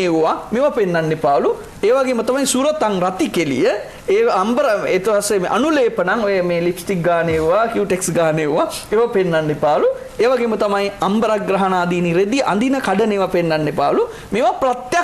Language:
Sinhala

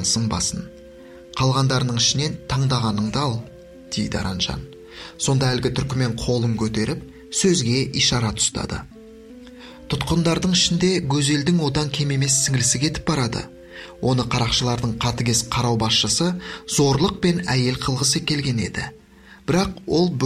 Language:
Kazakh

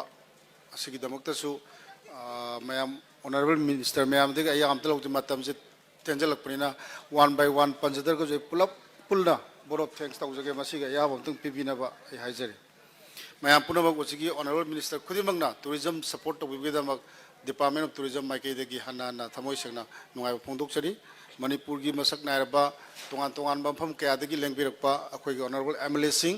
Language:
Manipuri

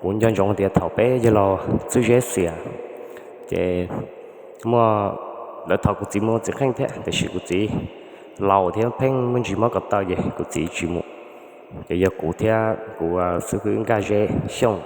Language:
Hmong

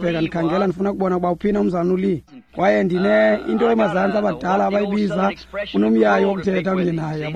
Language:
Xhosa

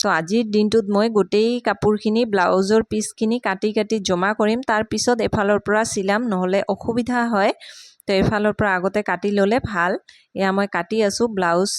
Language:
Assamese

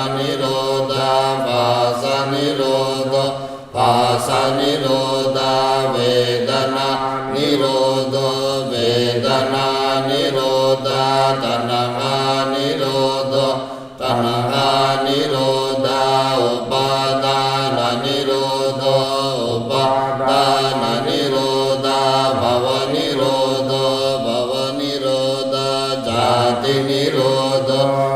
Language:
Pali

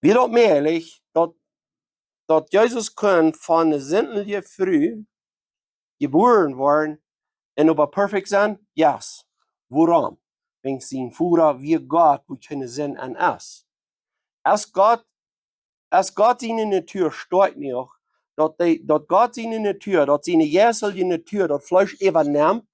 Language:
Plautdietsch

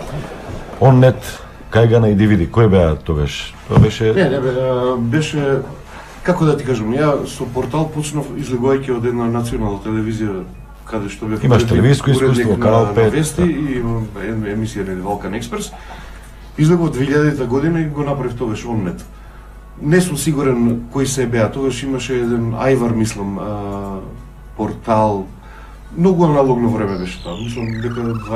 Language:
Macedonian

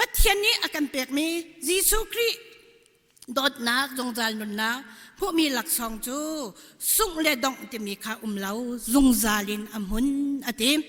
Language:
Hakha Chin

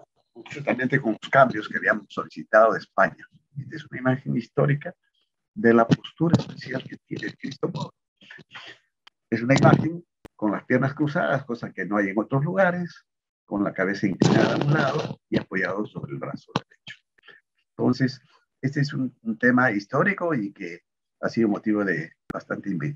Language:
Spanish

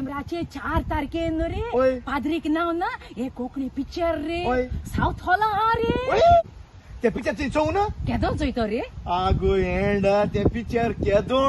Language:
Konkani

